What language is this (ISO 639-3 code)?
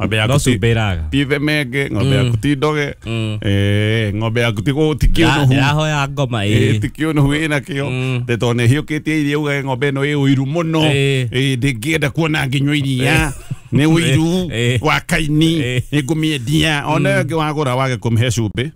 kik